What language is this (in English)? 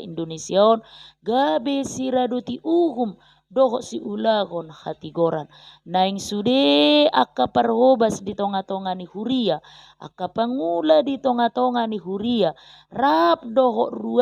Batak Toba